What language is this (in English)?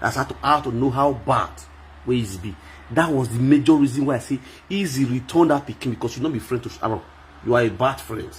Nigerian Pidgin